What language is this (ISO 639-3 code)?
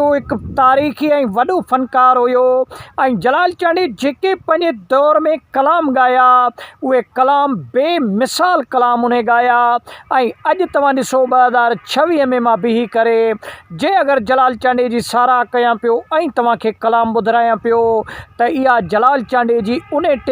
snd